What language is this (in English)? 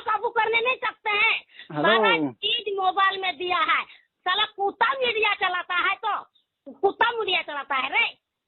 Santali